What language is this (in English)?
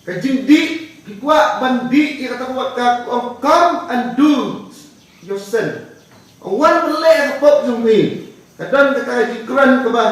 Khasi